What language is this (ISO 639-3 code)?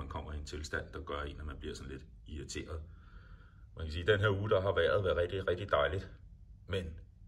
dan